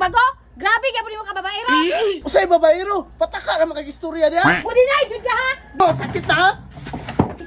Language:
Cebuano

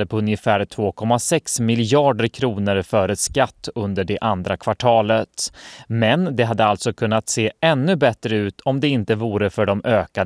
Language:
Swedish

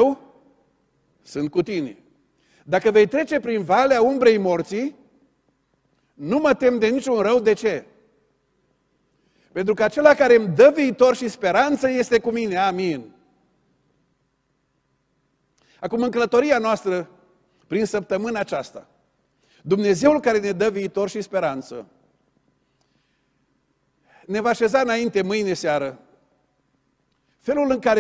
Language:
Romanian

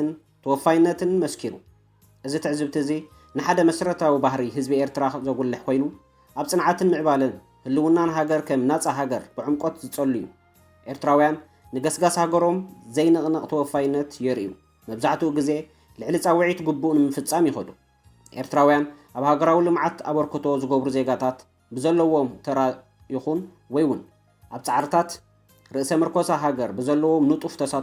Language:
Tigrinya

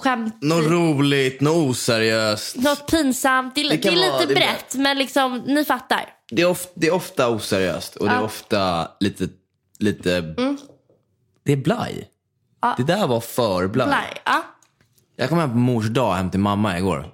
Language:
Swedish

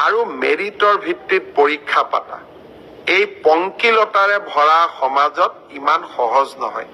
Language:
Assamese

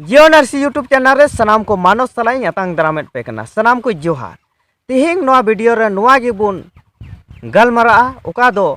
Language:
Santali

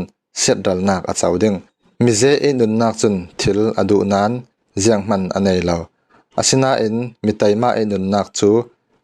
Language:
Falam Chin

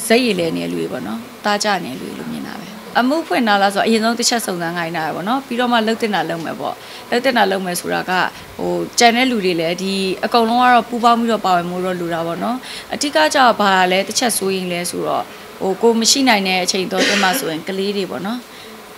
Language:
Burmese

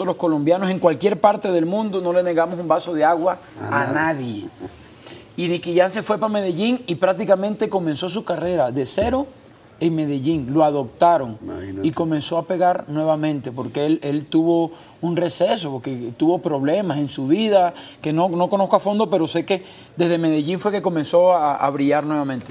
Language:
Spanish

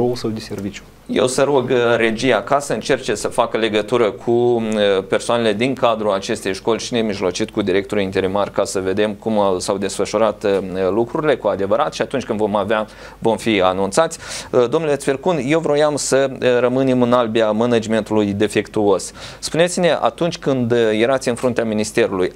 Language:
Romanian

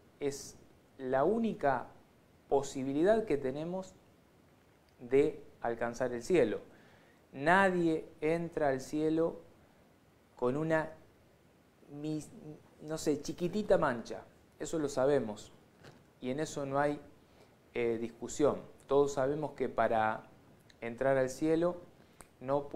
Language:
Spanish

